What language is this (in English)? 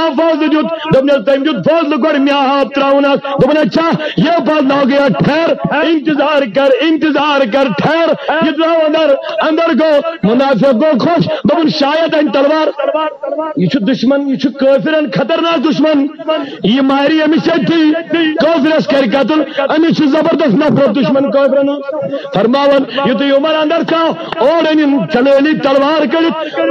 Kashmiri